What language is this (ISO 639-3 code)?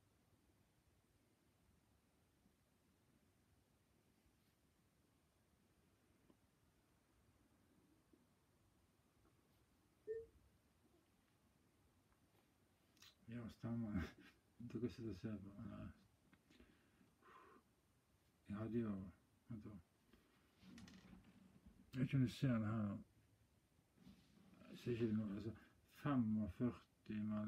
nor